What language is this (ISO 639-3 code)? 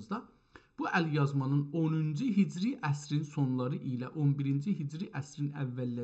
azb